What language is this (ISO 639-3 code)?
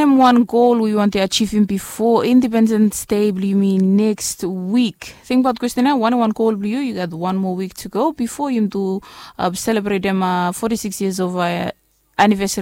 bis